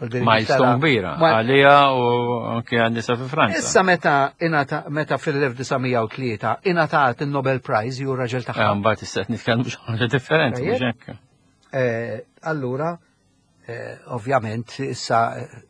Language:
Maltese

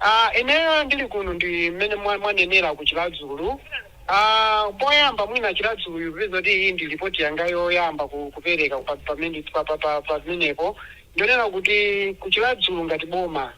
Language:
Nyanja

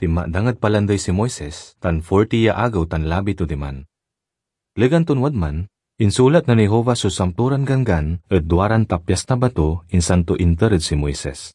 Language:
Pangasinan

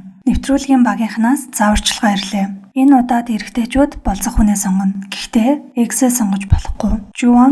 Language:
Mongolian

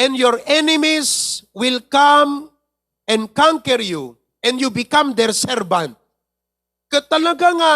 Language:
Iloko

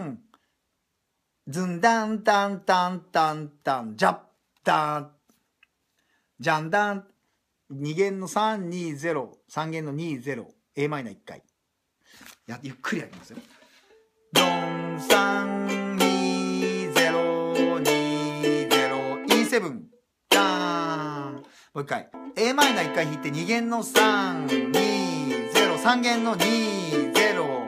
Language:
Japanese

